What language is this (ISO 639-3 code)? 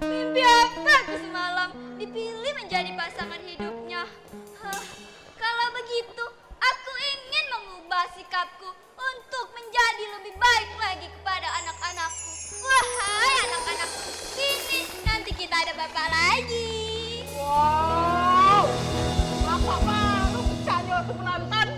mui